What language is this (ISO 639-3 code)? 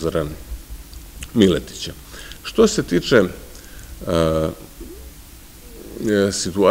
srp